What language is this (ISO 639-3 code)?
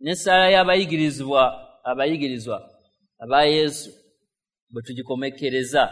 lug